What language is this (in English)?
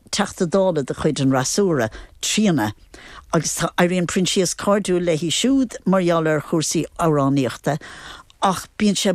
Irish